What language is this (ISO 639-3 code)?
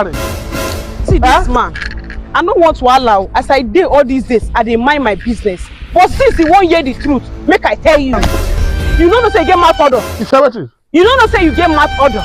pcm